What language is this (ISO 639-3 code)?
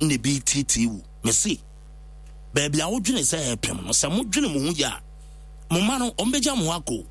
aka